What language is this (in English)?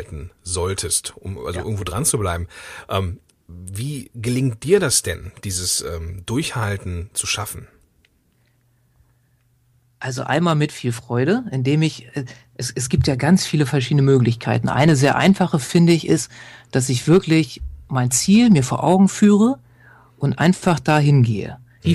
German